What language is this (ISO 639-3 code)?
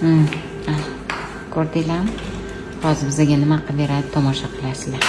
uzb